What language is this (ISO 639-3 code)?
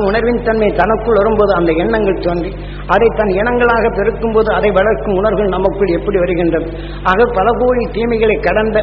tam